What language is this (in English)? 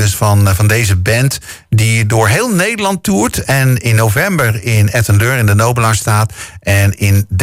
Dutch